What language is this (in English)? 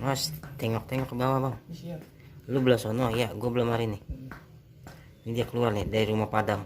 Betawi